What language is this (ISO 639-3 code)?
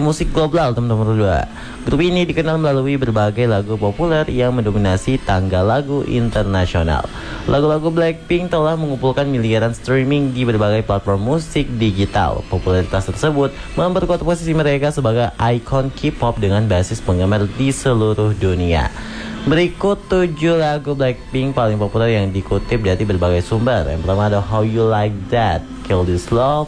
ind